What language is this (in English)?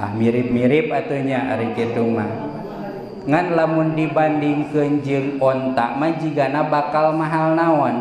Sundanese